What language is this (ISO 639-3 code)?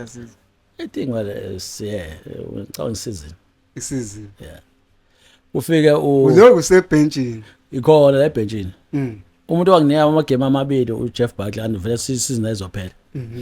zul